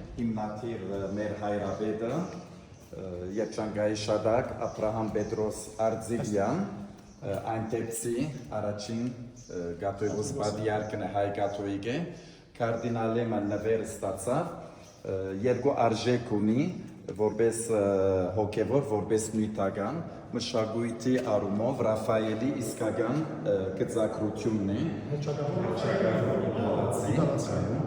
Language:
Western Armenian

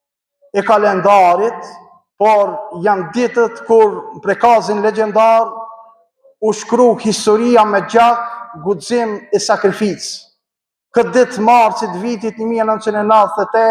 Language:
Albanian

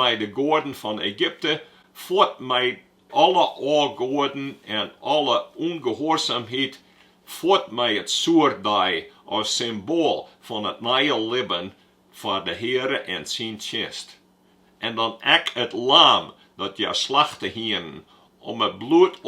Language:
Western Frisian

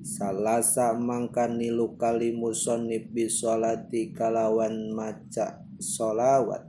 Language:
Sundanese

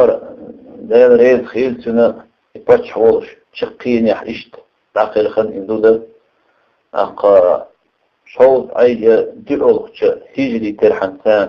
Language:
Chechen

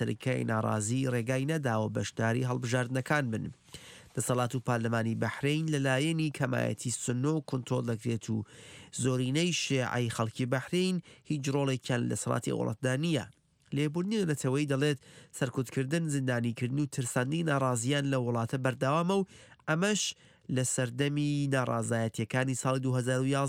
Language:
Central Kurdish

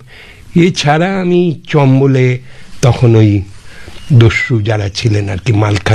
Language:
Bangla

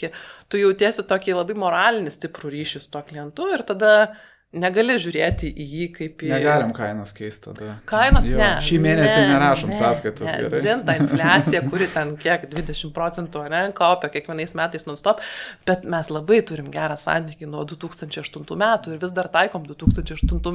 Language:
Lithuanian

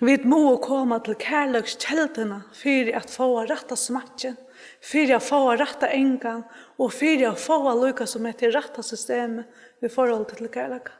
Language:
Faroese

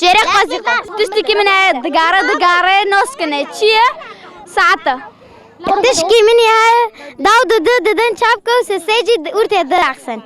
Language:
Kurdish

